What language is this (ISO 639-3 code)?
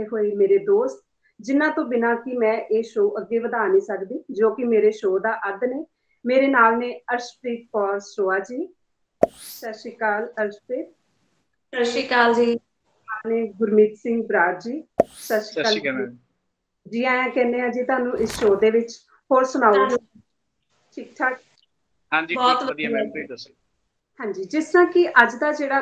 pan